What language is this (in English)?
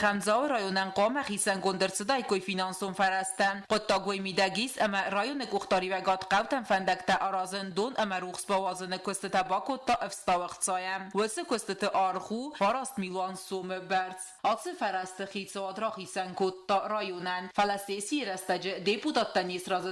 Ossetic